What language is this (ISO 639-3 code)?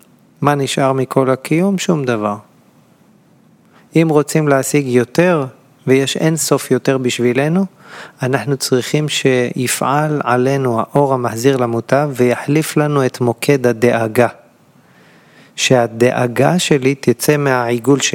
heb